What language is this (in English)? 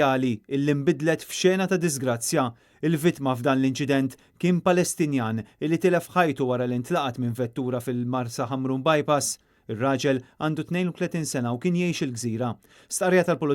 Maltese